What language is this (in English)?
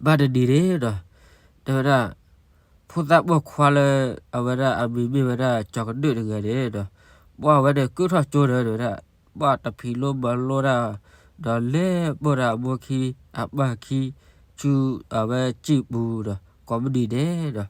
S'gaw Karen